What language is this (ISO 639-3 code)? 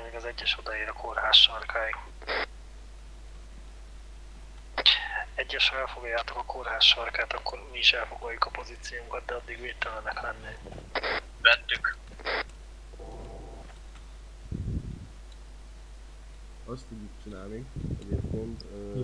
hun